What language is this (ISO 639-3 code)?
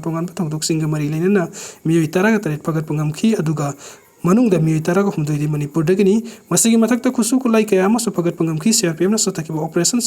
mni